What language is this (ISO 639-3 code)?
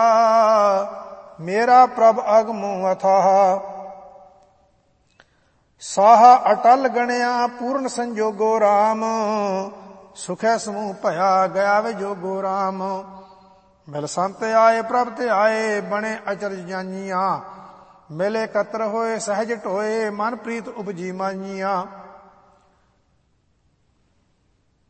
pan